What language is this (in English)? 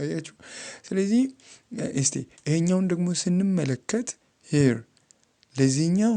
Amharic